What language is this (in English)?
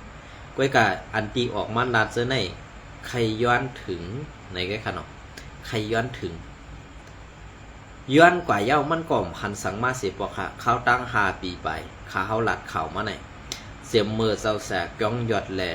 Shan